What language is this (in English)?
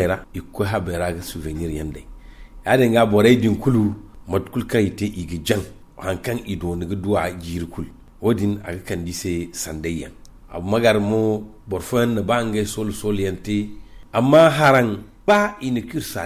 Zarma